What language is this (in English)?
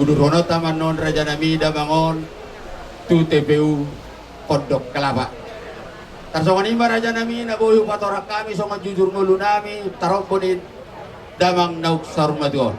Batak Toba